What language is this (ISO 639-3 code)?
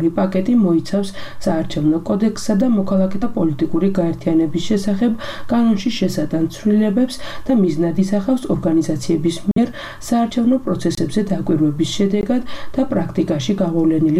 kat